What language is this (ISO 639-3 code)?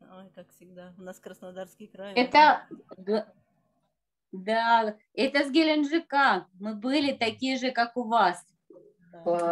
rus